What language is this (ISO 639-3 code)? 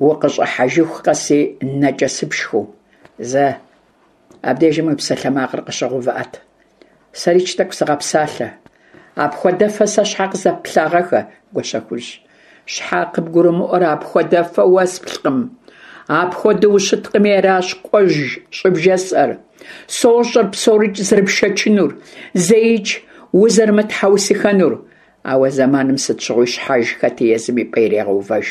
kbd